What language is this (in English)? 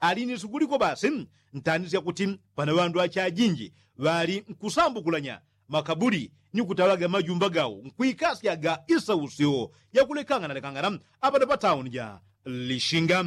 Yao